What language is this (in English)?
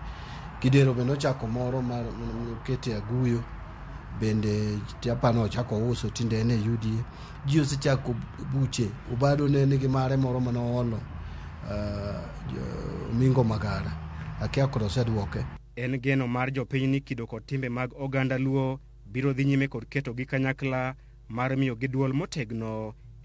Luo (Kenya and Tanzania)